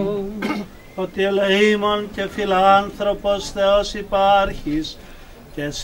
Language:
Greek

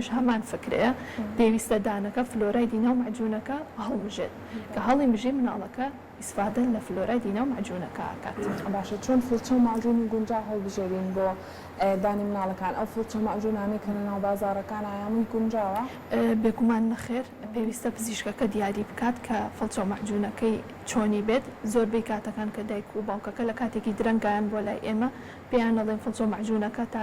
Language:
Central Kurdish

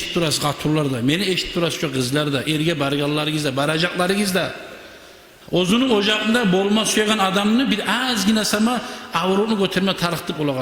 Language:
Kumyk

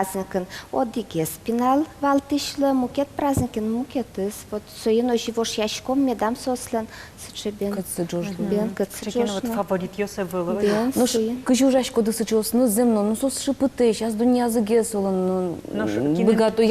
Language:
Udmurt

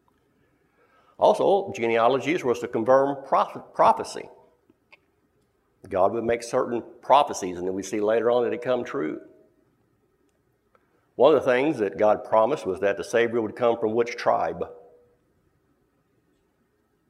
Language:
English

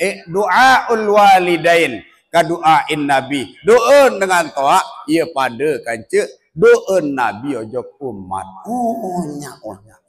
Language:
Sasak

